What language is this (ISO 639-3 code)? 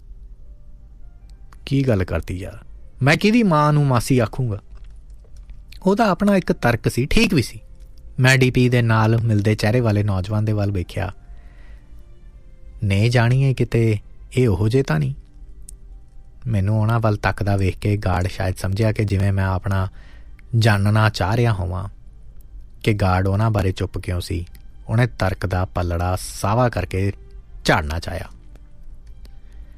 pan